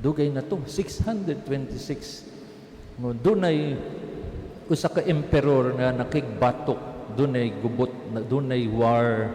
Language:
Cebuano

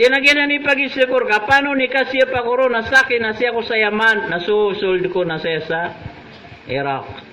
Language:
Maranao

